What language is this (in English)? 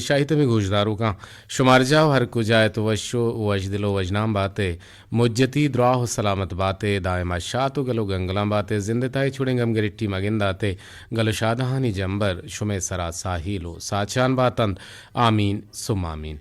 Eastern Balochi